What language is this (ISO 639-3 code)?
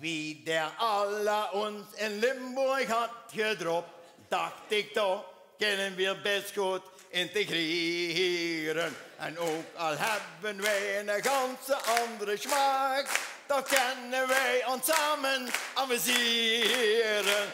lim